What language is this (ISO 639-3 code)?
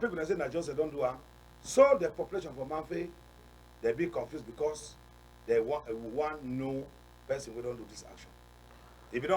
wes